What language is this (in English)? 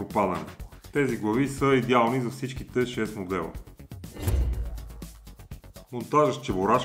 Bulgarian